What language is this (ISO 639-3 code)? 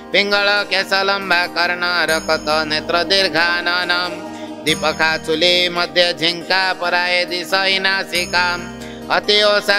ori